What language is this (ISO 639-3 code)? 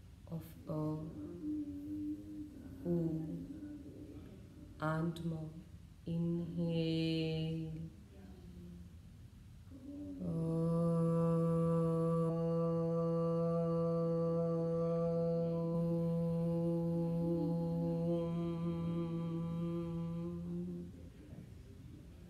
eng